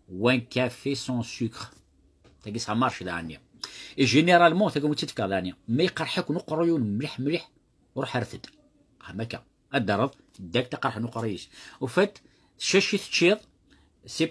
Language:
Kabyle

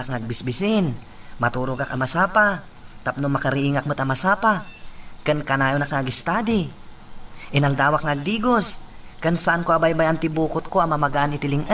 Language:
Iloko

